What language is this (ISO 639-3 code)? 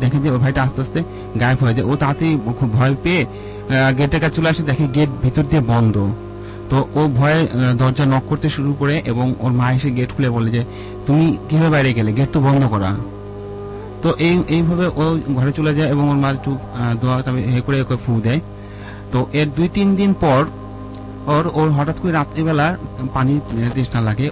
ben